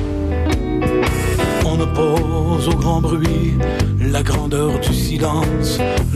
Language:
French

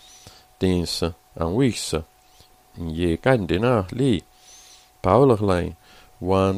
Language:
Slovenian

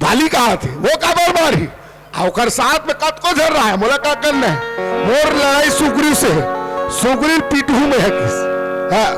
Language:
Chhattisgarhi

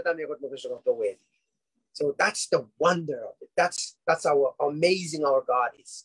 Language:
Pohnpeian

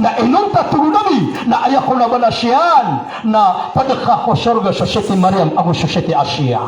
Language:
Maranao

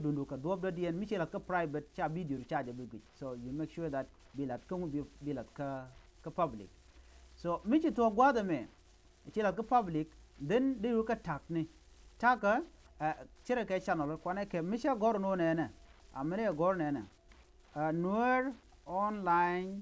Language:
Nuer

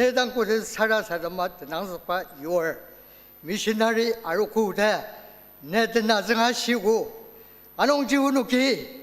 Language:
Ao Naga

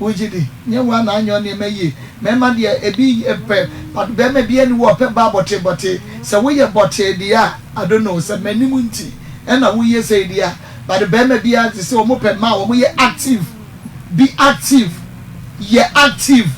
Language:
Akan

